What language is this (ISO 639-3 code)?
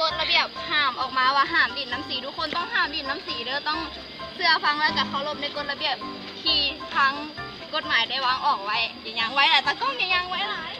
lao